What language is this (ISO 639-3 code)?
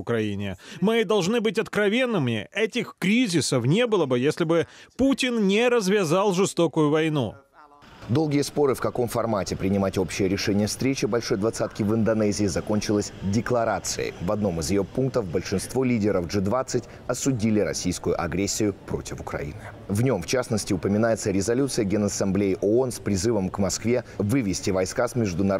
rus